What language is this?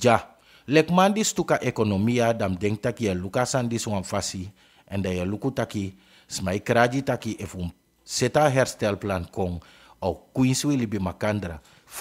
Sranan Tongo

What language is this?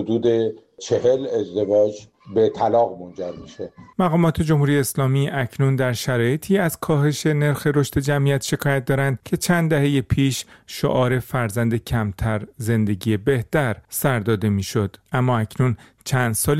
Persian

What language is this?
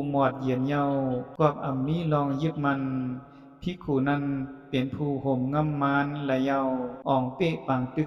Shan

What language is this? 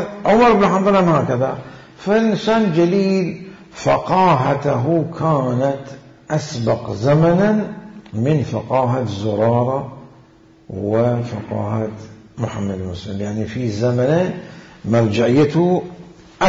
Mesopotamian Arabic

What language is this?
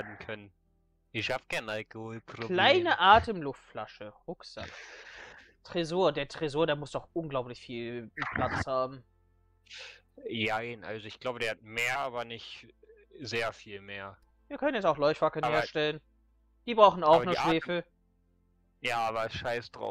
German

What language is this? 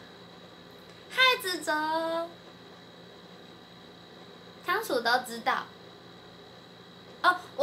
Chinese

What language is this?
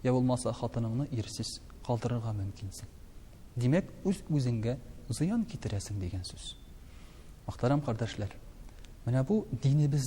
Tatar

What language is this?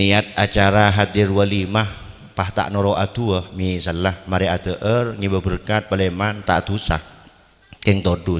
Madurese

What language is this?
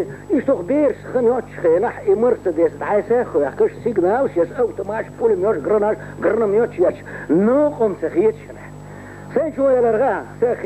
Chechen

